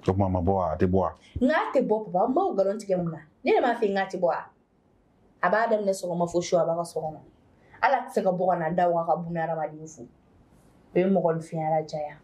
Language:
Bambara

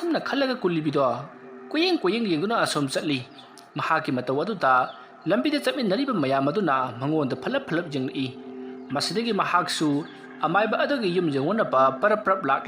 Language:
Manipuri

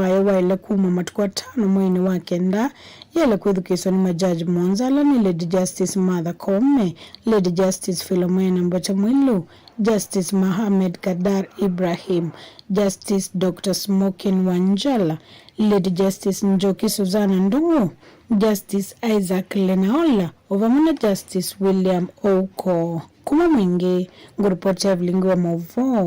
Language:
Kamba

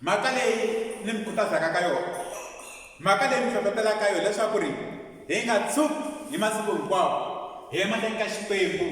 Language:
Tsonga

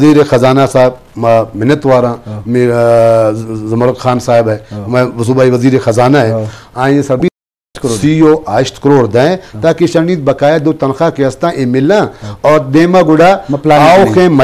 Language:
Eastern Balochi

